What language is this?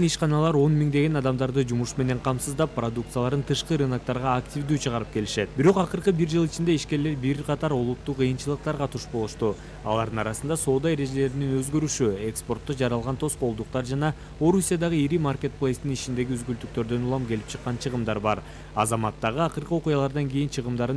Kyrgyz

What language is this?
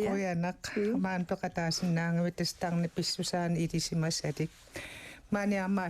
Kalaallisut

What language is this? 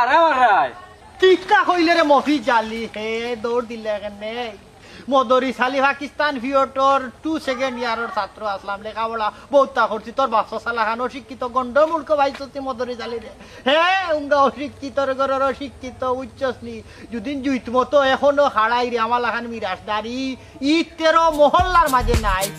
Sylheti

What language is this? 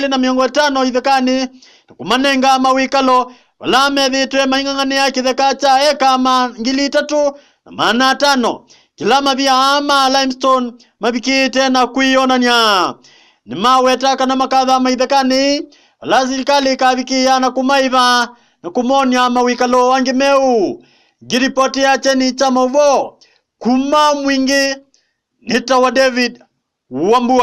Kamba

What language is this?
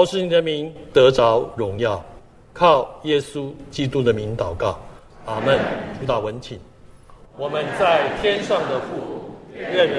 Chinese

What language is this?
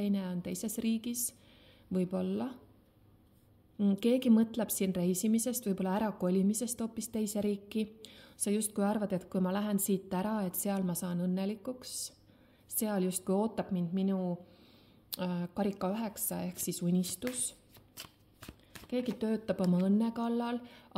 Estonian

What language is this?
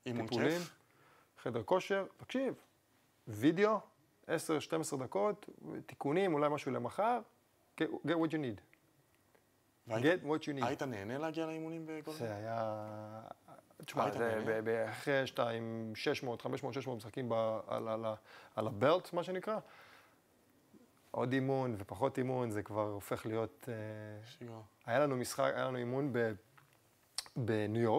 Hebrew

